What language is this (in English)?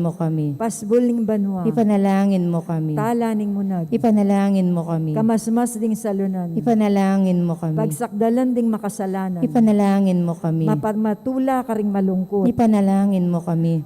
Pampanga